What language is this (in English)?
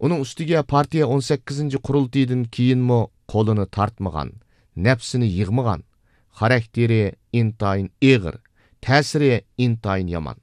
Uyghur